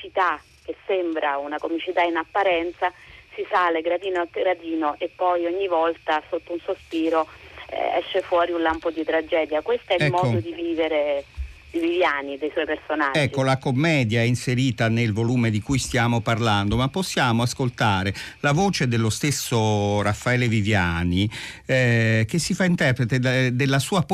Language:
Italian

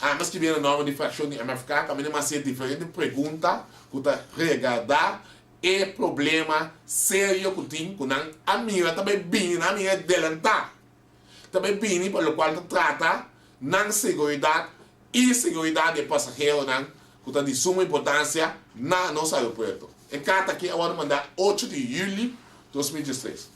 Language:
Papiamento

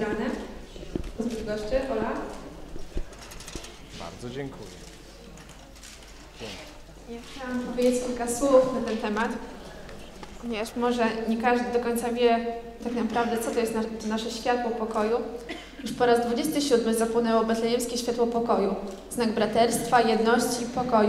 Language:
Polish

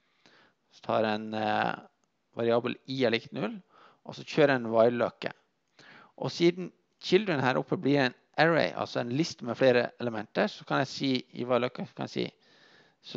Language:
Norwegian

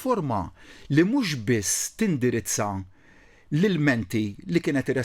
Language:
Maltese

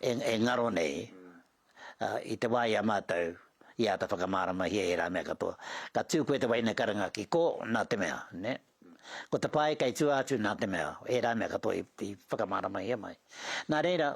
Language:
Māori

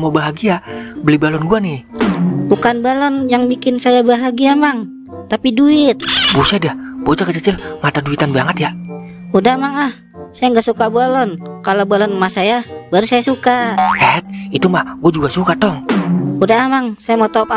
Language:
Betawi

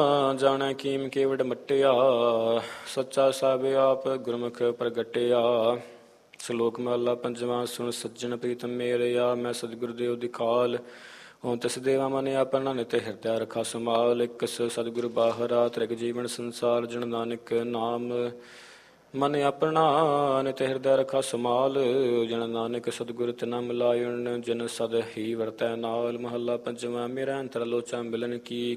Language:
Punjabi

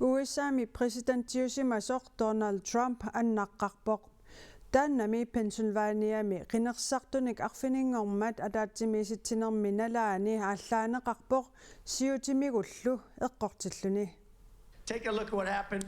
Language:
Kalaallisut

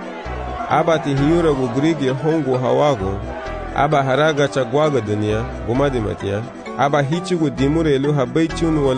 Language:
Garifuna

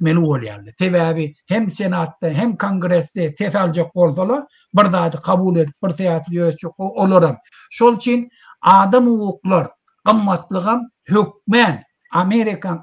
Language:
Turkmen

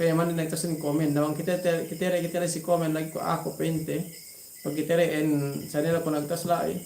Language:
Yakan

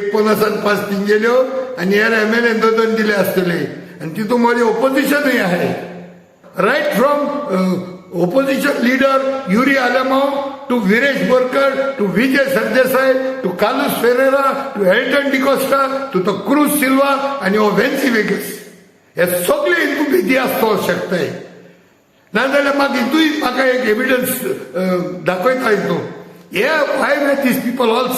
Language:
Konkani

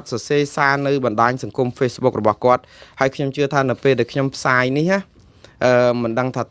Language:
Khmer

